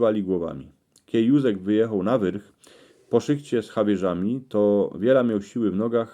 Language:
Silesian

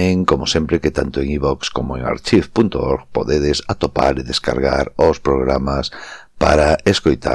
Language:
Galician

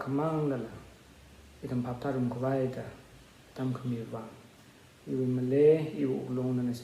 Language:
Tangkhul Naga (India)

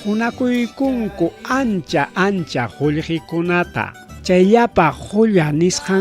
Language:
Ayacucho Quechua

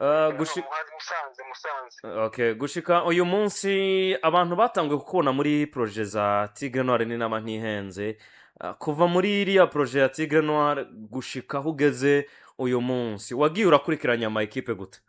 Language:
Rundi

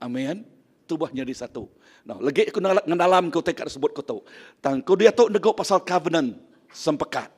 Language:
Iban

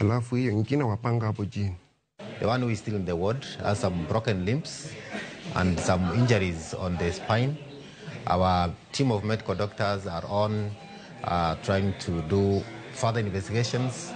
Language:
Luo (Kenya and Tanzania)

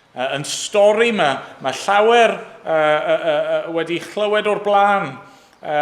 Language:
Welsh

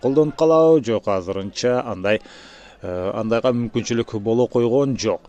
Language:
Kyrgyz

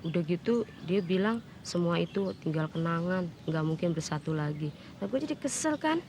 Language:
Betawi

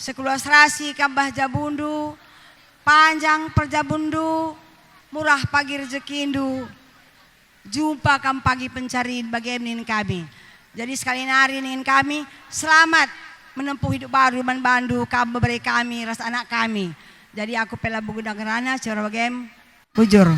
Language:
Batak Karo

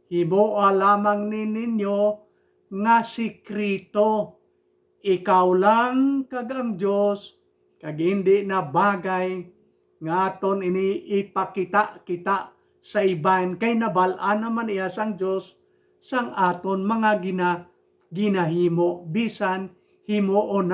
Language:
Hiligaynon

